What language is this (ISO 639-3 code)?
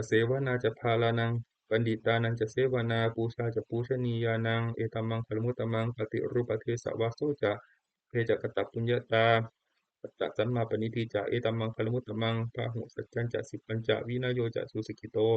pli